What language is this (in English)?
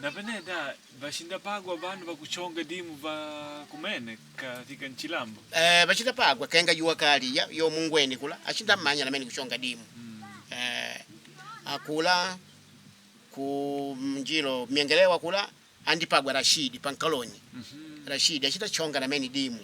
Makonde